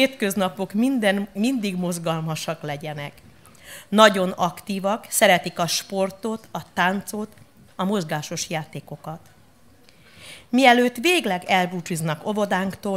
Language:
Hungarian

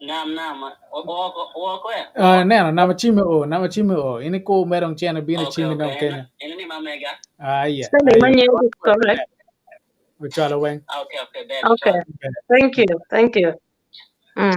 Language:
Acoli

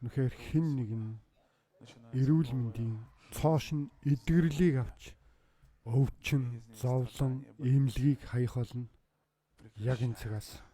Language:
Mongolian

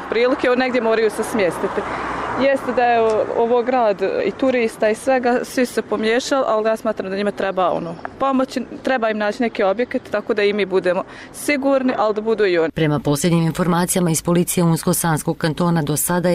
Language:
Bosnian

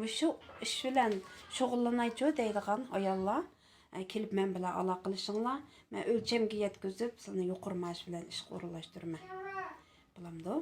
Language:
Uyghur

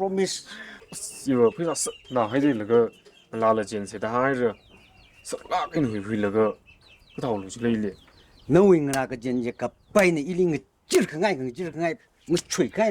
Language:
Tangkhul Naga (India)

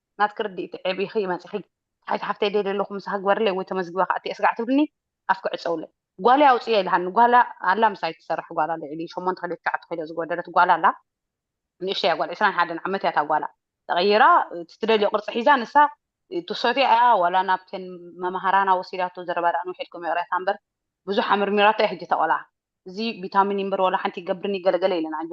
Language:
Tigrinya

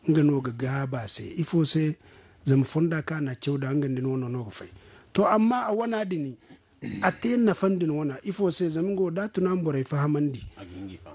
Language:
Zarma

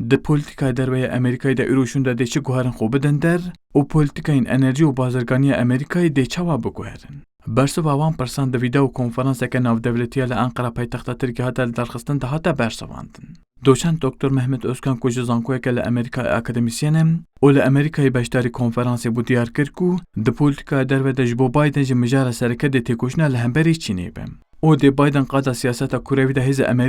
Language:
Kurdish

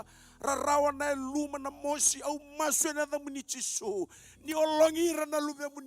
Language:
Fijian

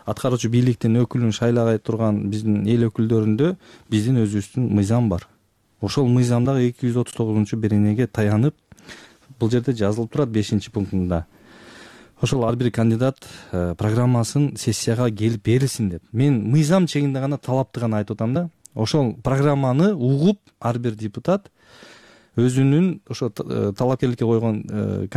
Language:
Kyrgyz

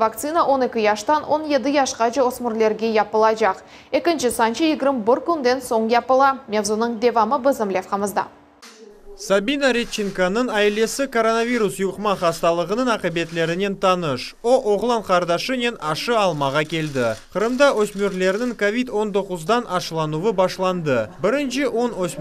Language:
Crimean Tatar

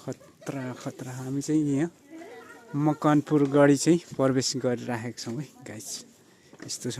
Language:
Nepali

